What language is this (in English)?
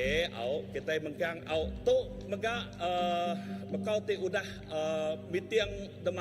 Iban